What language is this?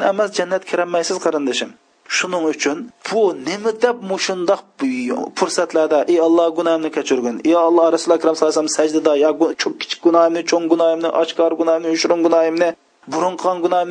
Uyghur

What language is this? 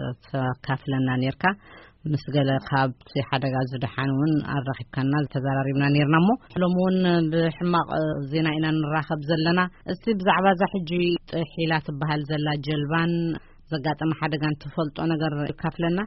Tigrinya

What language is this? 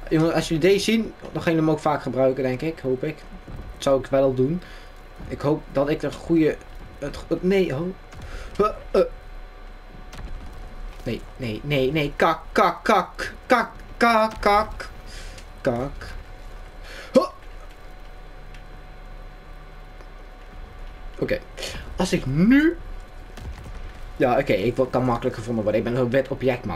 Dutch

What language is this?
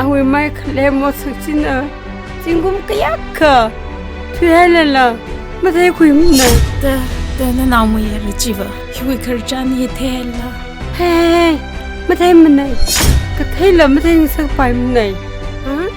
Tangkhul Naga (India)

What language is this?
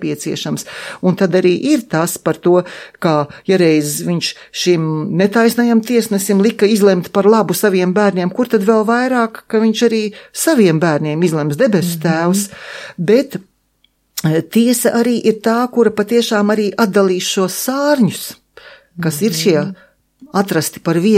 Latvian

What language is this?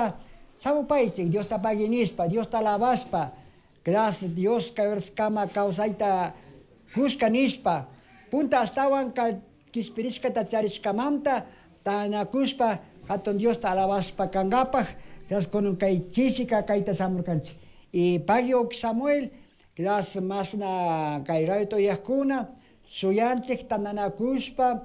Chimborazo Highland Quichua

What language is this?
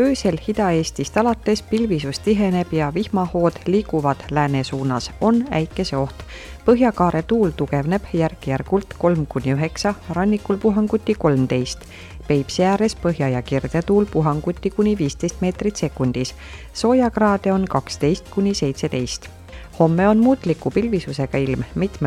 Estonian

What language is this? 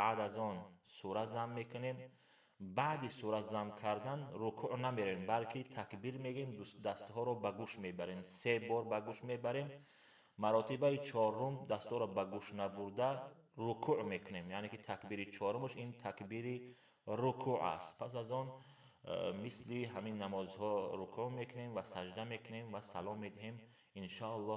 Tajik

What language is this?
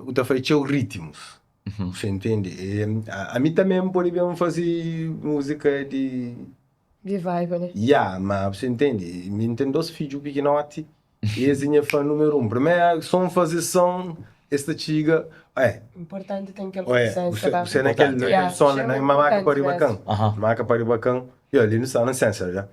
Kabuverdianu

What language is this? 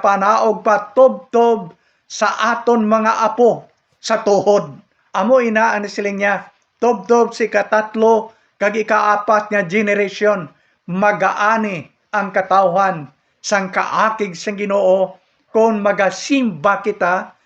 Hiligaynon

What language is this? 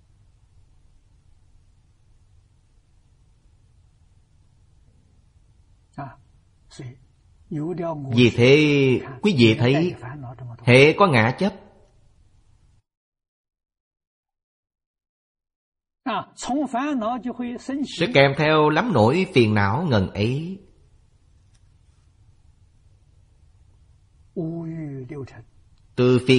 Vietnamese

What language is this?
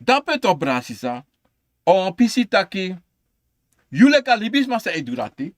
Sranan Tongo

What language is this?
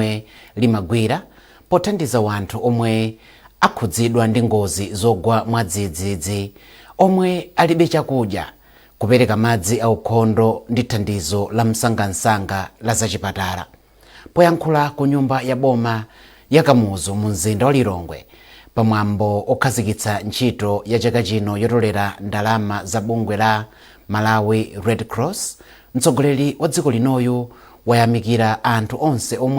Nyanja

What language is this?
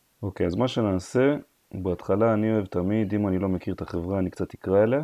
Hebrew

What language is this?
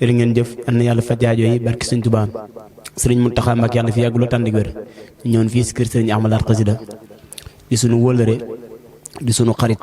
Wolof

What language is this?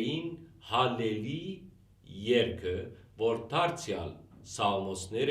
Western Armenian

